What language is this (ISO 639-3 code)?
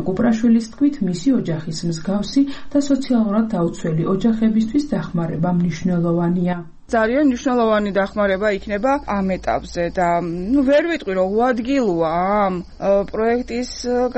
kat